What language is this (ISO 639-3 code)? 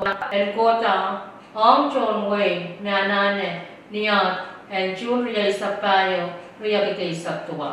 pon